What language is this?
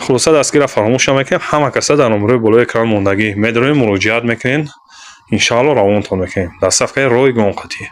Tajik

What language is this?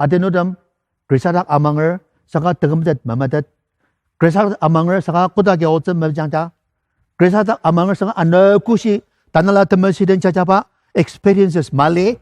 Ao Naga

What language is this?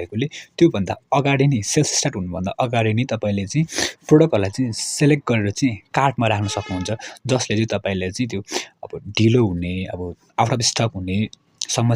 Nepali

